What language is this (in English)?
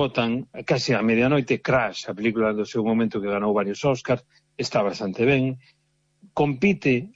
Galician